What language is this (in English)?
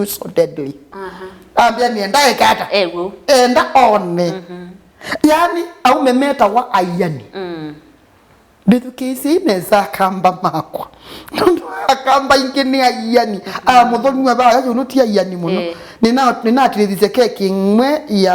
Kamba